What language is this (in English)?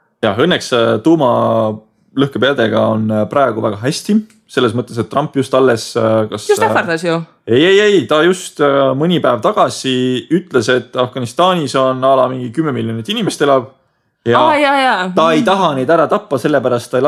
Estonian